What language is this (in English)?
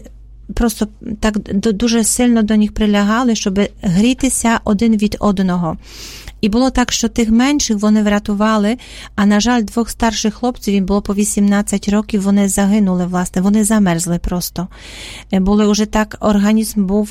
Ukrainian